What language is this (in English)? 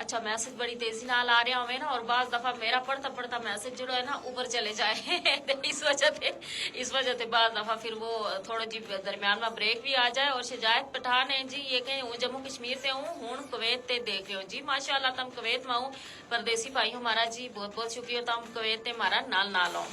Gujari